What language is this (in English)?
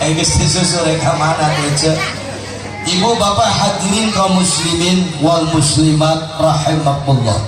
Sundanese